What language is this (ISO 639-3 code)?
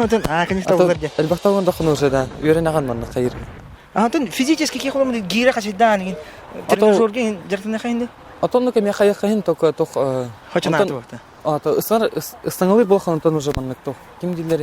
sah